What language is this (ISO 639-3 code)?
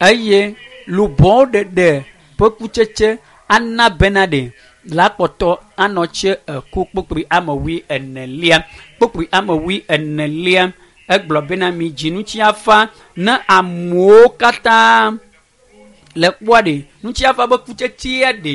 ewe